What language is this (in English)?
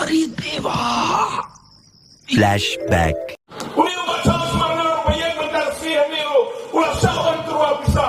Khasi